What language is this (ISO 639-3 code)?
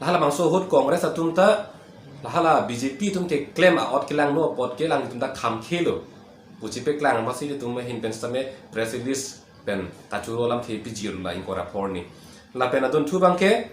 mjw